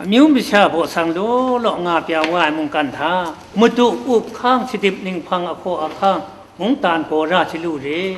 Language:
Kachin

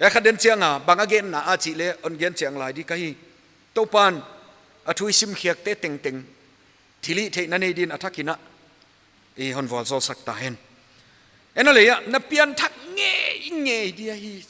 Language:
Paite Chin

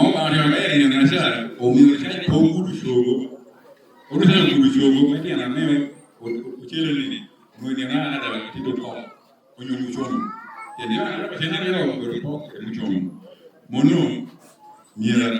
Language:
Lango (Uganda)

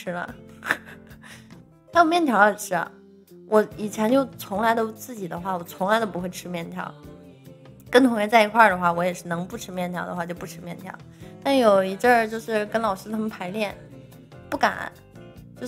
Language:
Chinese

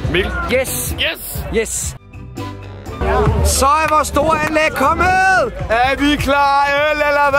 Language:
Danish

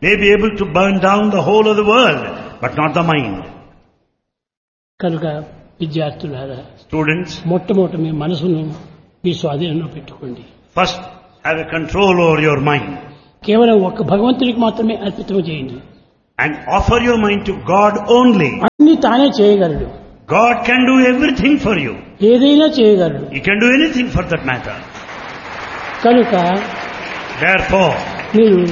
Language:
Telugu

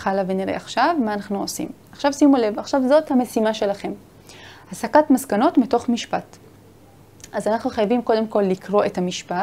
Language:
Hebrew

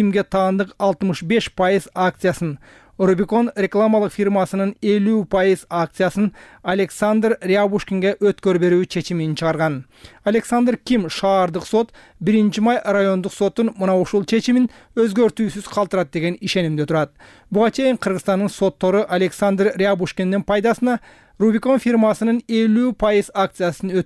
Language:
Kyrgyz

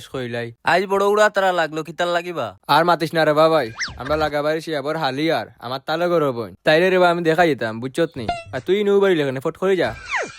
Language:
Sylheti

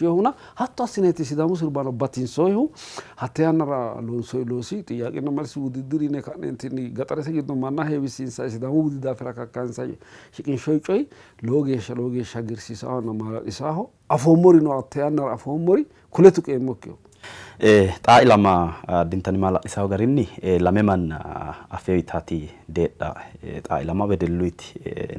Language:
Sidamo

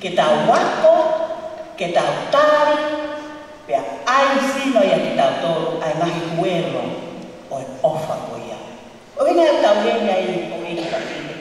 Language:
Tongan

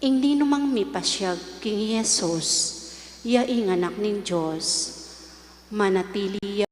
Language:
Pampanga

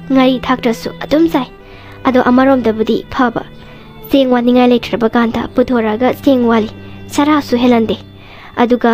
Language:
Manipuri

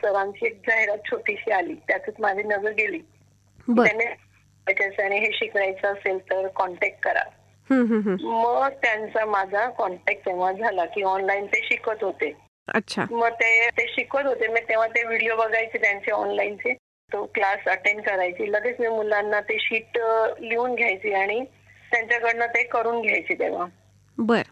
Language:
Marathi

